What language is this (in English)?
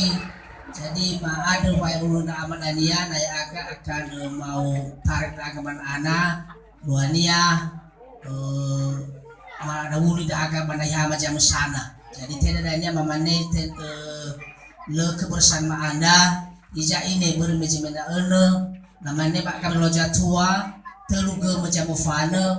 Nias